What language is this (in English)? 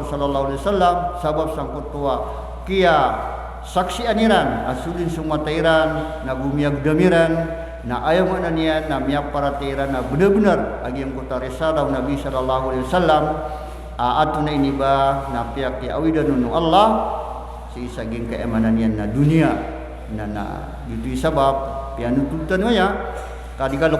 Maranao